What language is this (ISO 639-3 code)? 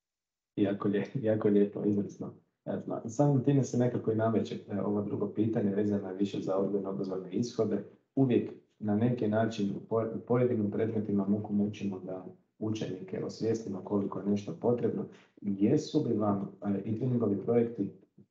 hrv